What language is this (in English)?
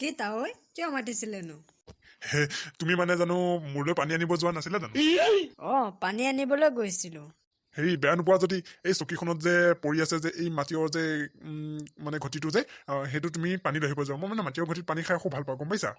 Assamese